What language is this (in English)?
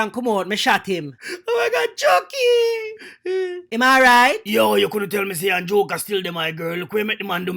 Jamaican Creole English